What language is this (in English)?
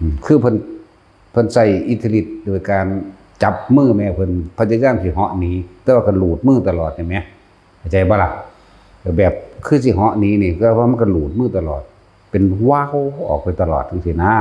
Lao